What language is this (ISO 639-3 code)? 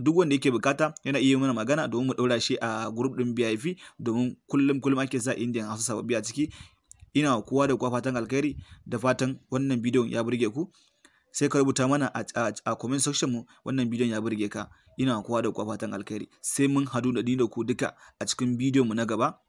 hau